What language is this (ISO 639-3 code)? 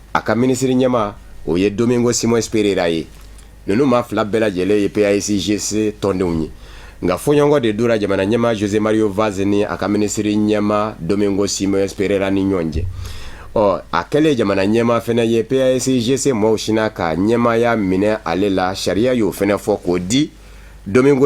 bam